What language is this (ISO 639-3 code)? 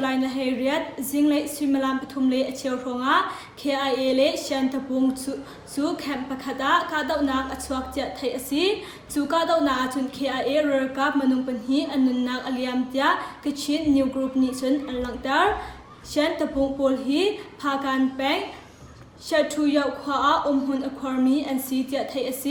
cnh